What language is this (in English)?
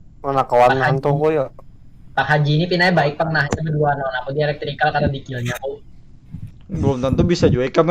Banjar